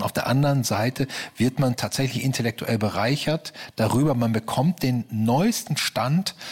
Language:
German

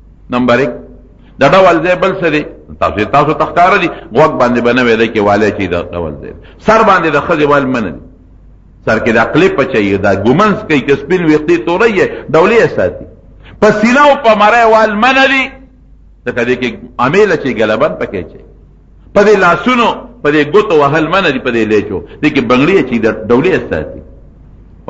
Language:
Pashto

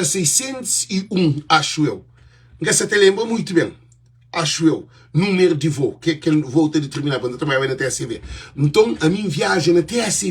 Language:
Kabuverdianu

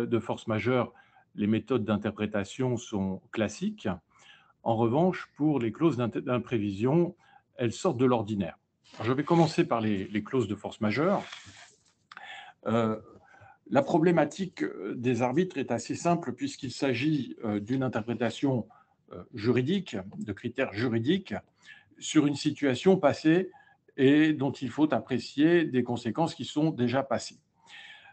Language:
French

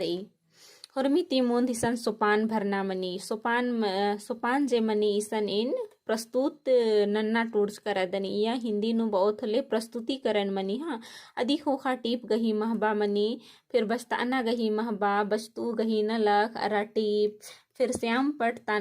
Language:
Kurukh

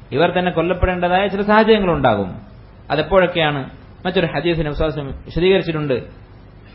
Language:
Malayalam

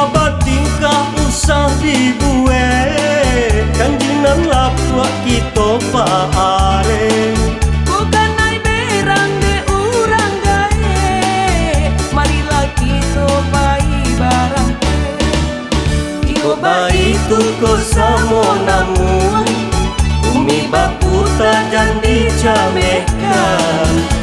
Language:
Minangkabau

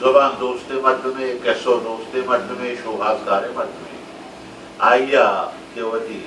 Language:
Baluchi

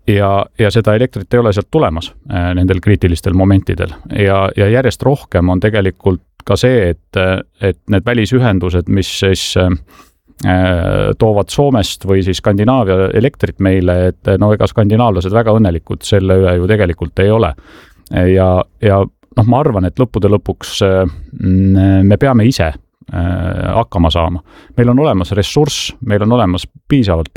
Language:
Estonian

